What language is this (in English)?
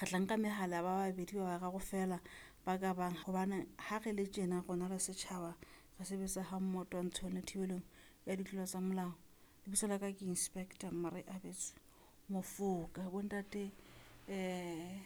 Southern Sotho